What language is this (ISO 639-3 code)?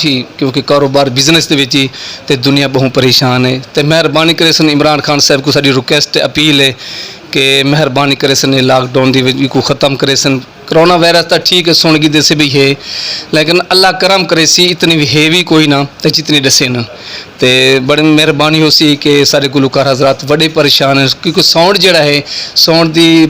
skr